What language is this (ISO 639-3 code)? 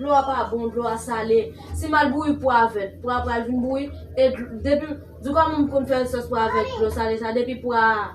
hat